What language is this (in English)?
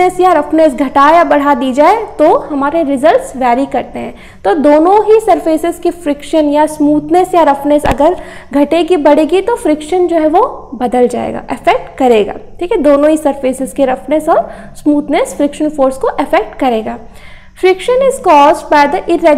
Hindi